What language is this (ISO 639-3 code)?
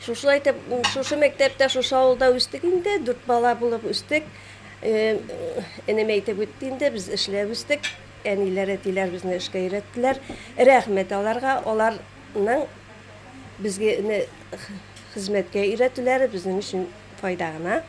tat